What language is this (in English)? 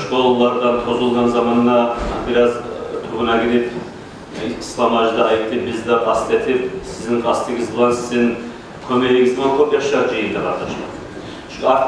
Kumyk